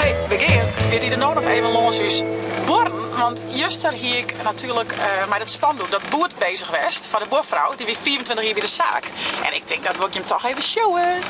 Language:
Western Frisian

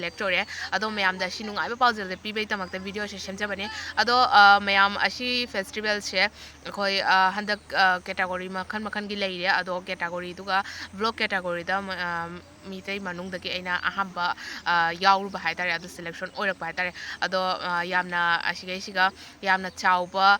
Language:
Manipuri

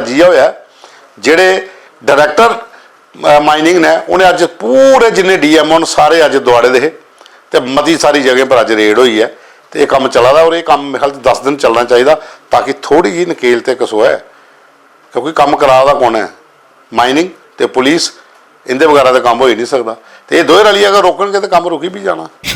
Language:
Dogri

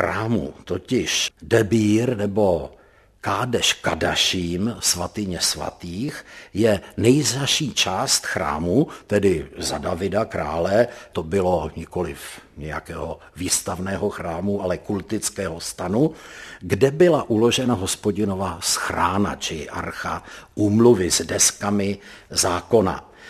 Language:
Czech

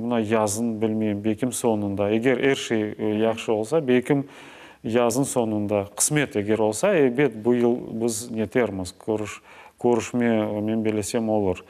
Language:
Crimean Tatar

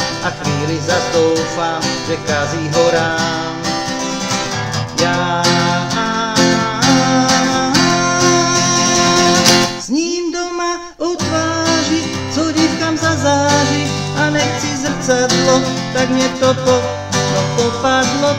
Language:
Czech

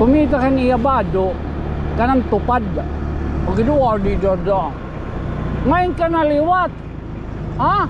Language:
Waray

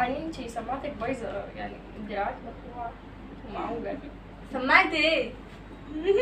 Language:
Egyptian Arabic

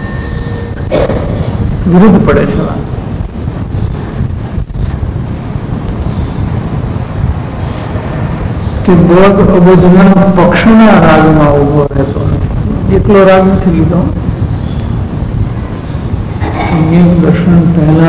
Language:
Gujarati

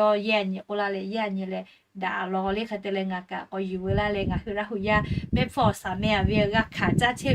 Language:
Lahu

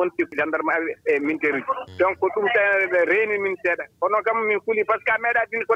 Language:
Fula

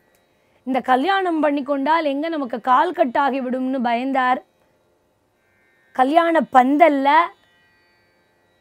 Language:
Tamil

